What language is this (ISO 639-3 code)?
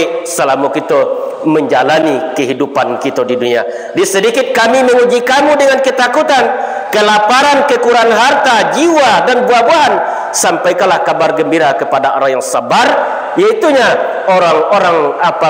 min